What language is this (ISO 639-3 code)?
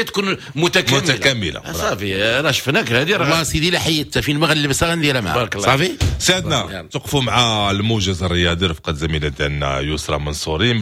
ary